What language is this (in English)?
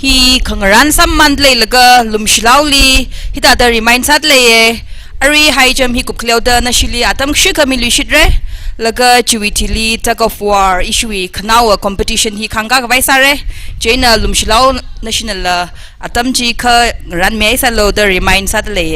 Tangkhul Naga (India)